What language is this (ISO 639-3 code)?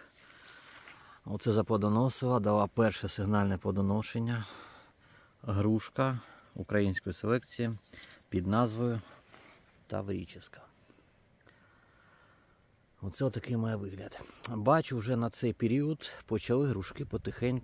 ukr